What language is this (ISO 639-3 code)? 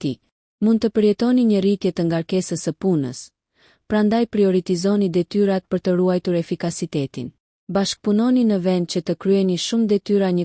sqi